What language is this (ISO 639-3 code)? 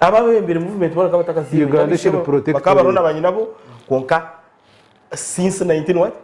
nyn